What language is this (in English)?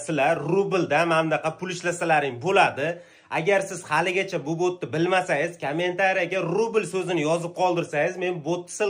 Uzbek